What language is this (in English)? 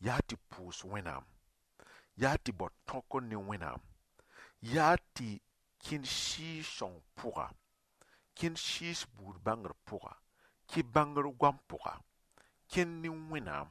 Mossi